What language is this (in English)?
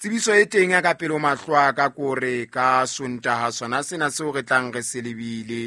Southern Sotho